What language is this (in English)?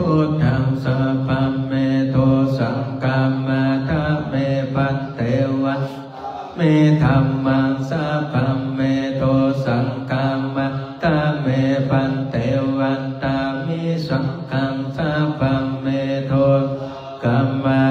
Pali